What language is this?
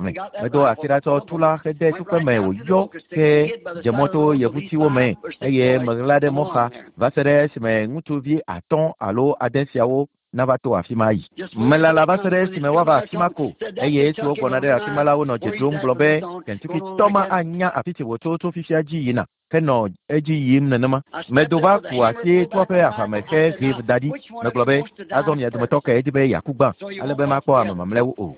Ewe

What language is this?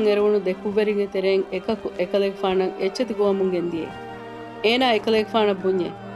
Divehi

